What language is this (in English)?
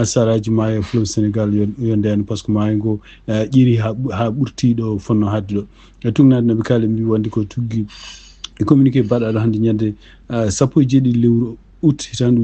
Fula